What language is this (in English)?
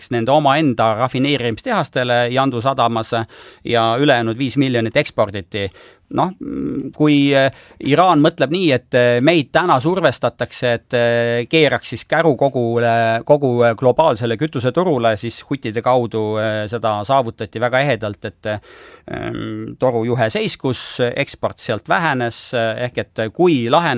Estonian